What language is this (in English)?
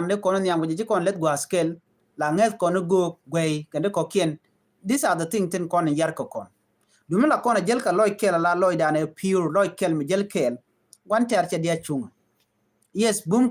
Nuer